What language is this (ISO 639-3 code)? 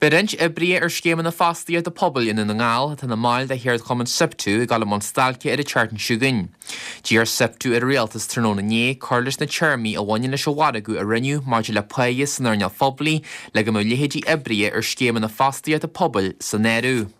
gle